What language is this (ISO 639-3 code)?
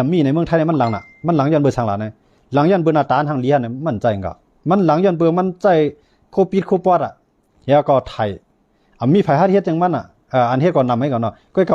shn